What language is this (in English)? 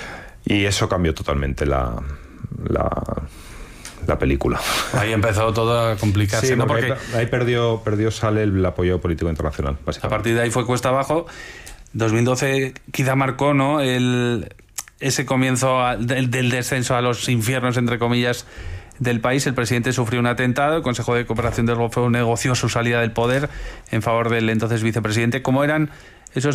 Spanish